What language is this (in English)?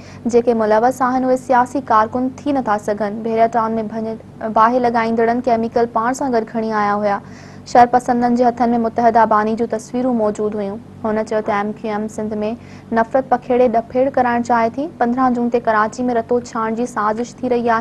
Sindhi